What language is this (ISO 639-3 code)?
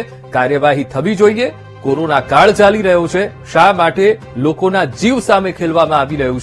guj